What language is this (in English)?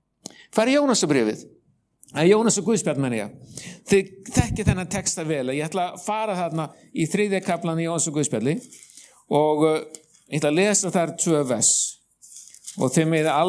Icelandic